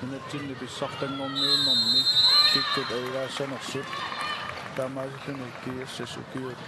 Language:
Kalaallisut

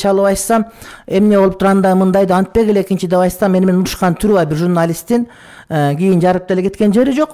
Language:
Kyrgyz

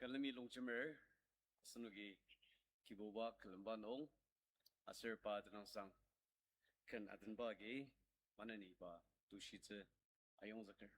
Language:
Ao Naga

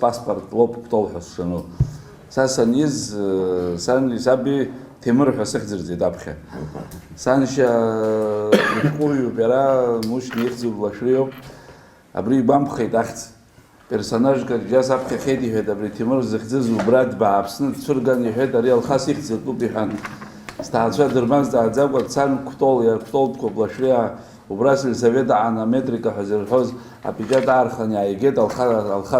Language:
Abkhazian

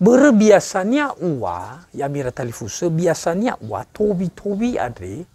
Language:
Nias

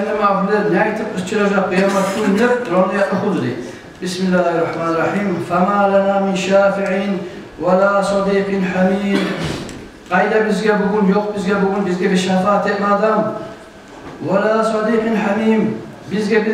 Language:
Kumyk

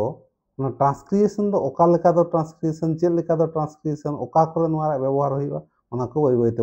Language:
Santali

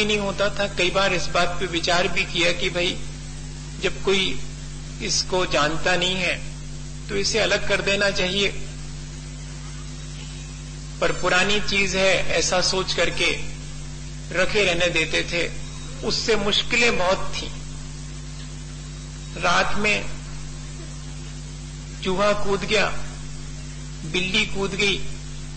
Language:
Hindi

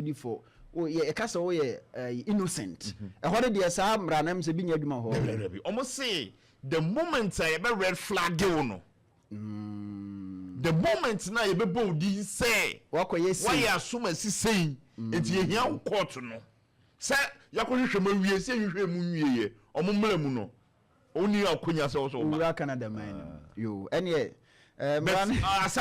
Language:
Akan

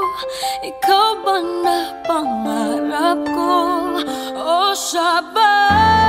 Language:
Filipino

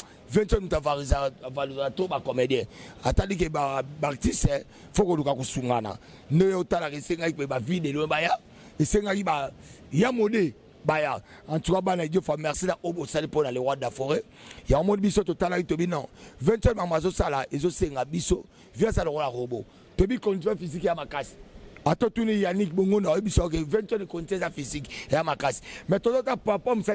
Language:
Lingala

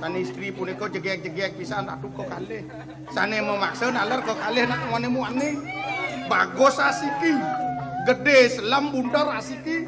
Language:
Balinese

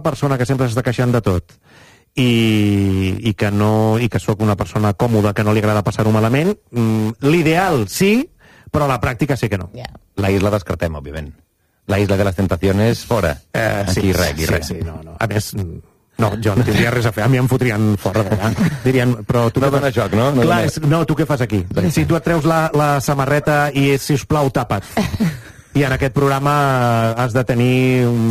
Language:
Catalan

